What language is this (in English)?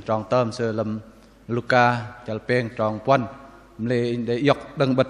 Bahnar